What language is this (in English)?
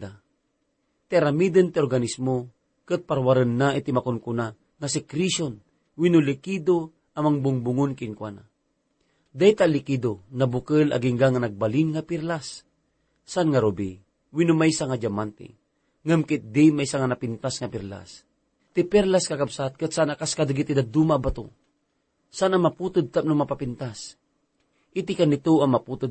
Iloko